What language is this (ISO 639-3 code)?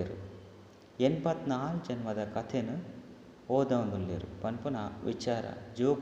tcy